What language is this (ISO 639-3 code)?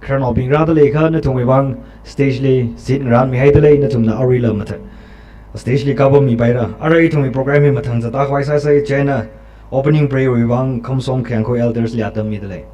nmf